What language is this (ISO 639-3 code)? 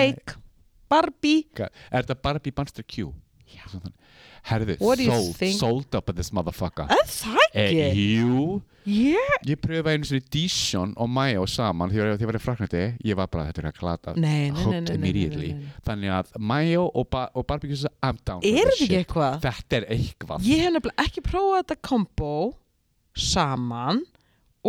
isl